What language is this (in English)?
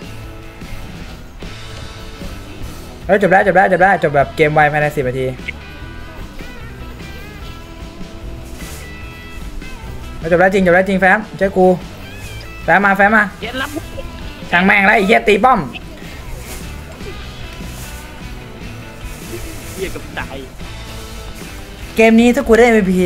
Thai